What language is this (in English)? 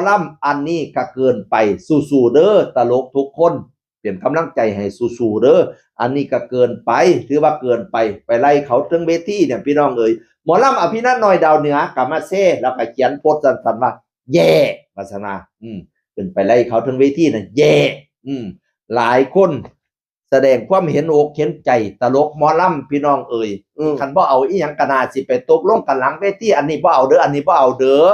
Northeastern Thai